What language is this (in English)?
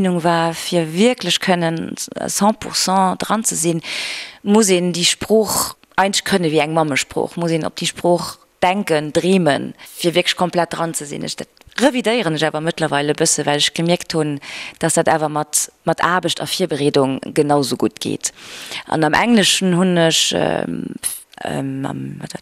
Luxembourgish